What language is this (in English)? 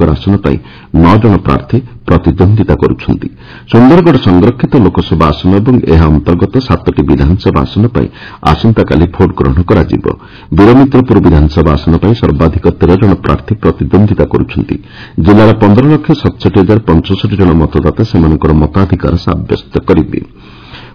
Odia